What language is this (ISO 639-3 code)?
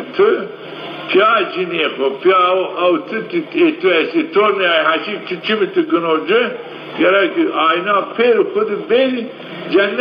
zza